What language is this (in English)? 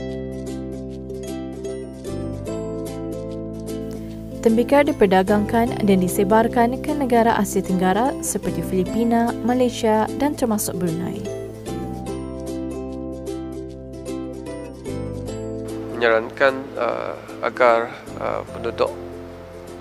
Malay